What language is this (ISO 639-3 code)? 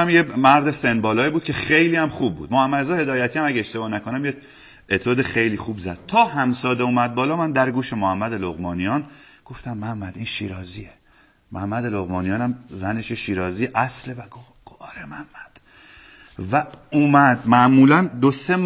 fas